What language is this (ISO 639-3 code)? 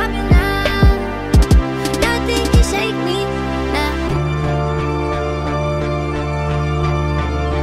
eng